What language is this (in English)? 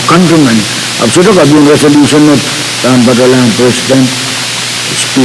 Pohnpeian